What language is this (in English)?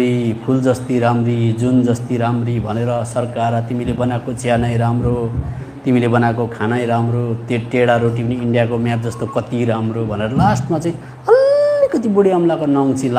Nepali